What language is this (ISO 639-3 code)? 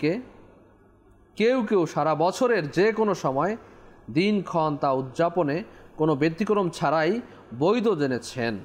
ben